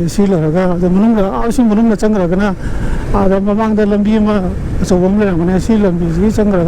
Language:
Manipuri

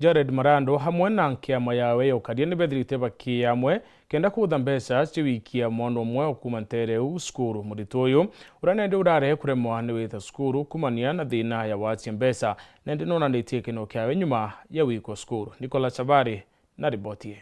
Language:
Meru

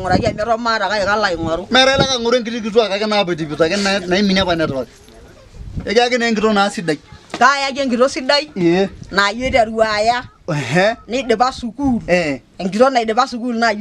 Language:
Masai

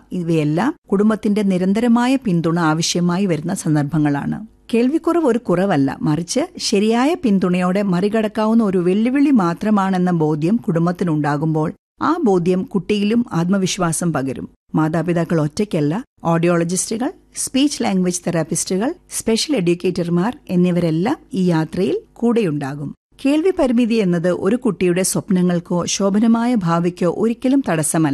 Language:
Malayalam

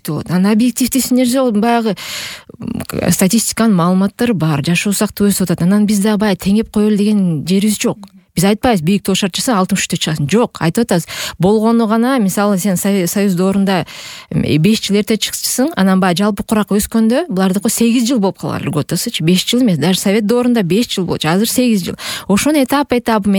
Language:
Kyrgyz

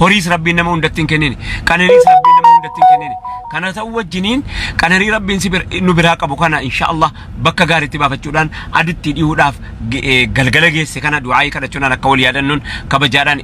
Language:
Oromo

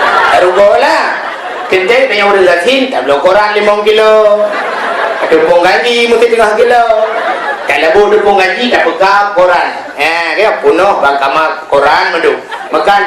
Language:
Achinese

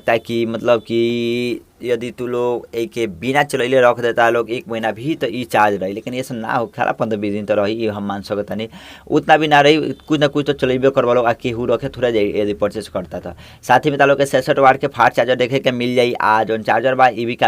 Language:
Bhojpuri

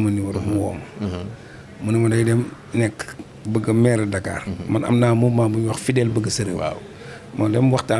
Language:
Wolof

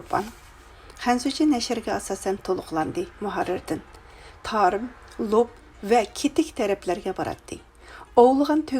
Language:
Uyghur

